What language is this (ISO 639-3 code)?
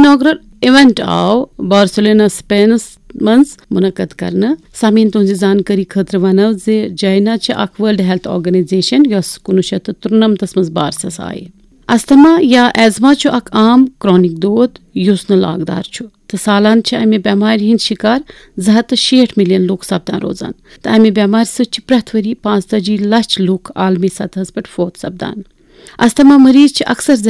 kas